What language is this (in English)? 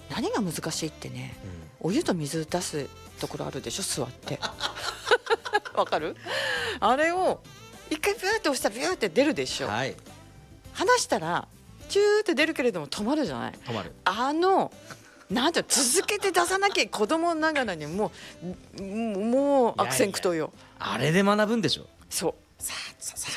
Japanese